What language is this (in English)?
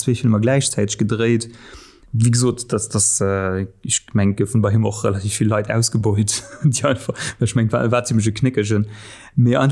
Luxembourgish